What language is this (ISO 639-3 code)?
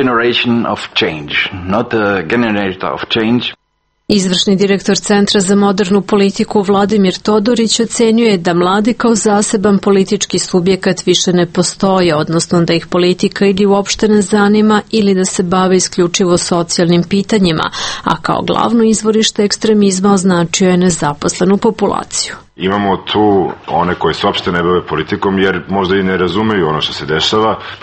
srp